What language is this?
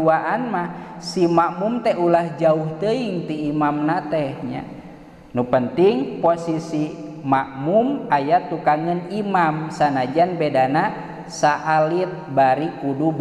Sundanese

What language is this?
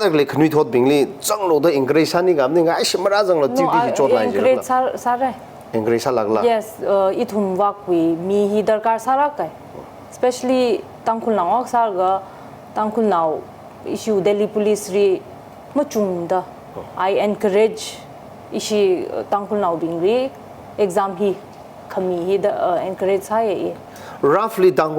Tangkhul Naga (India)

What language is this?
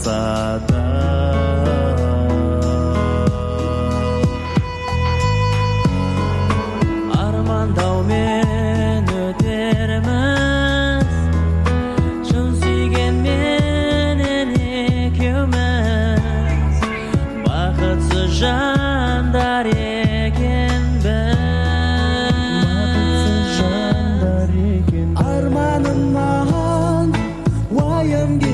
Kazakh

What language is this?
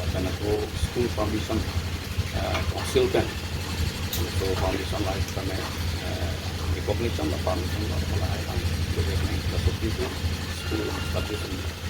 Karbi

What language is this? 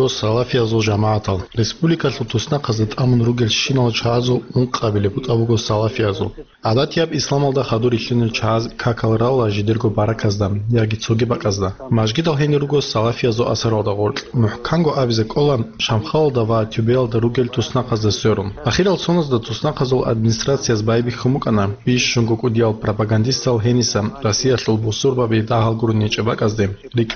Avaric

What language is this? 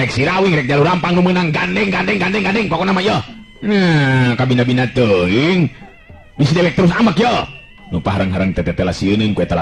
Sundanese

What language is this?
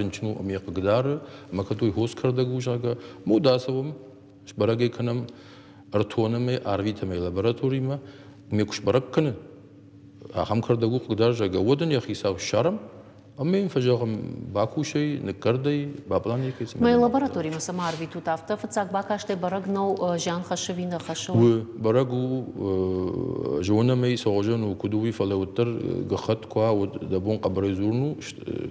Ossetic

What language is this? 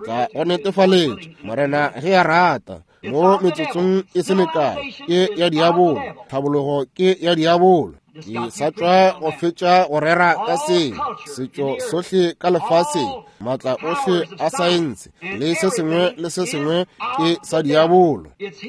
Northern Sotho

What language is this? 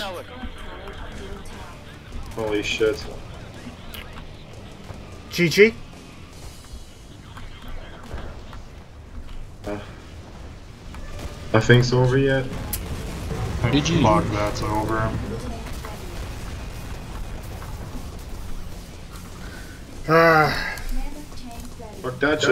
English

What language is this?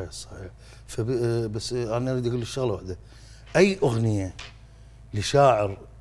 Mesopotamian Arabic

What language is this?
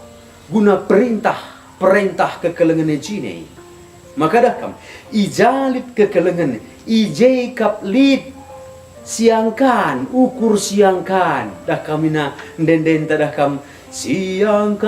Batak Karo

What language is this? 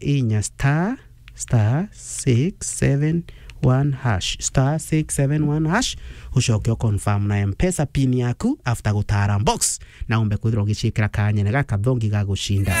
Meru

